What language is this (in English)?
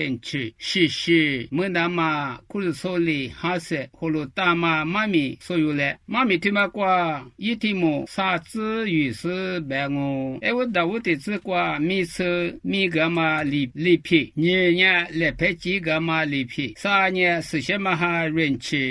Lisu